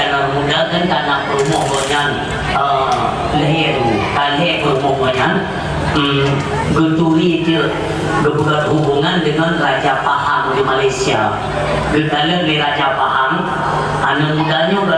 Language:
Achinese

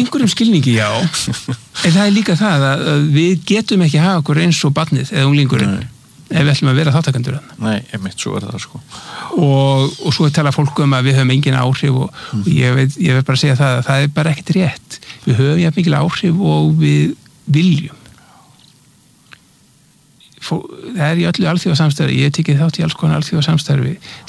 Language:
Icelandic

